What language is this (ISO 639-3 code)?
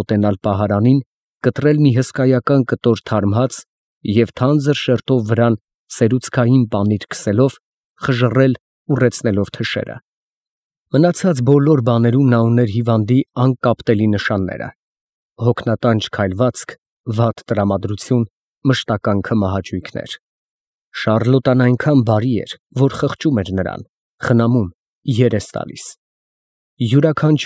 hye